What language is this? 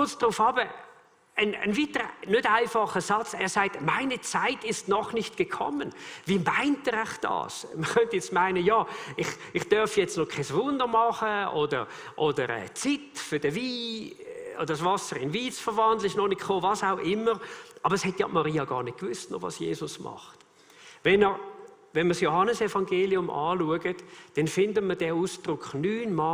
Swiss German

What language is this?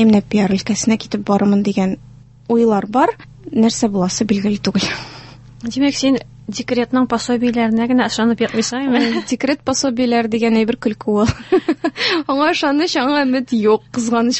Tatar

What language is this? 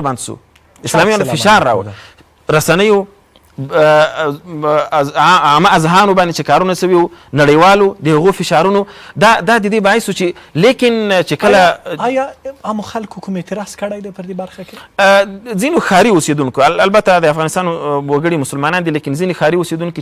Pashto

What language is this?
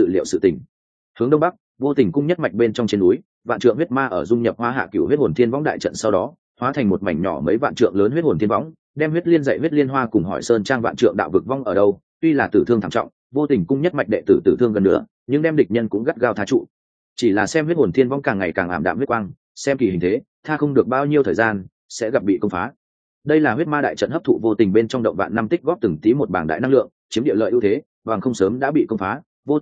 Vietnamese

